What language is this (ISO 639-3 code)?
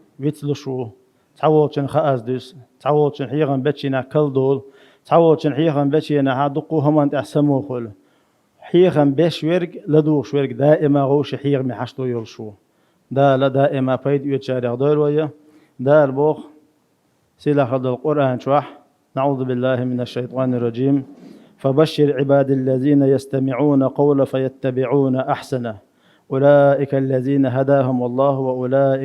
che